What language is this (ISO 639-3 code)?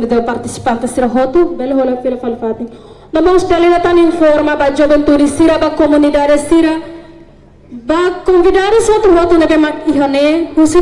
tet